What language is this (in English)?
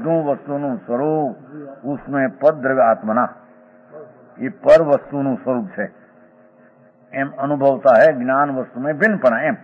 Gujarati